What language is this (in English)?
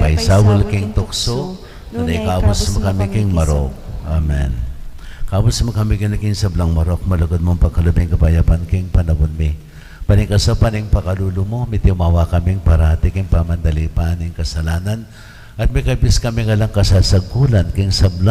Pampanga